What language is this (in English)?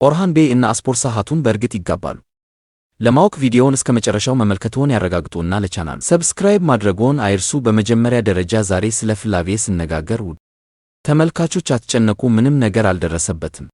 Amharic